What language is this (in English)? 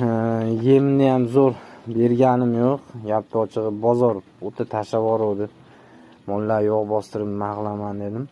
Uzbek